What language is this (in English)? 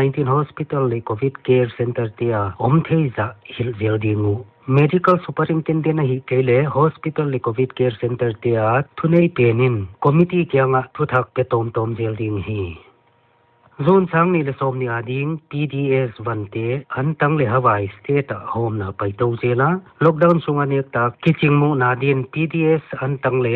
Paite Chin